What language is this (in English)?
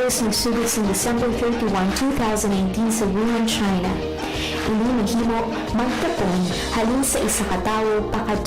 Hiligaynon